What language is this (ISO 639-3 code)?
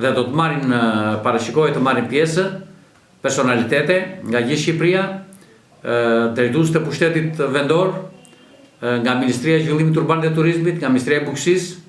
sqi